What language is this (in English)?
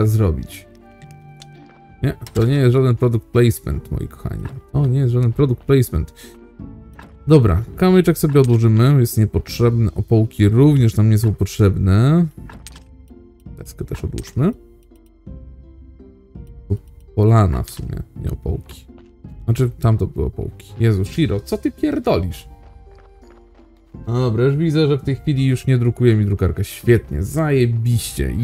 Polish